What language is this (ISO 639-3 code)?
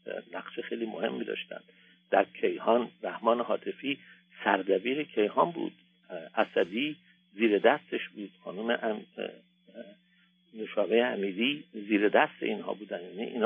fas